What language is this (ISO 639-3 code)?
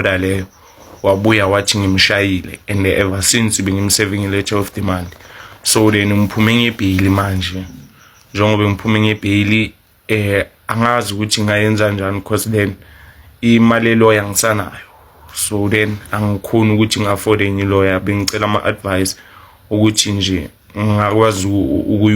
zul